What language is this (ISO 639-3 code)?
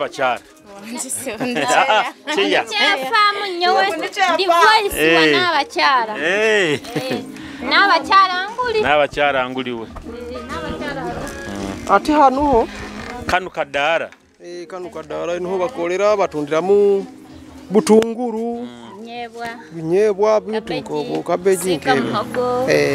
nyo